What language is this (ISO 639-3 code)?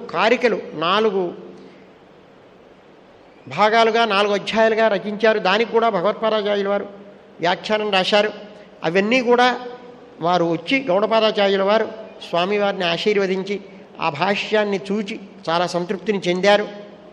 tel